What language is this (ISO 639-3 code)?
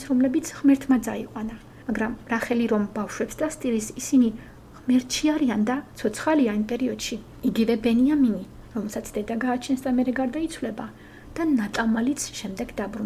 kat